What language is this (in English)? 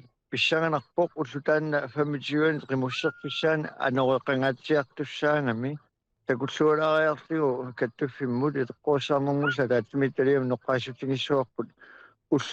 Kalaallisut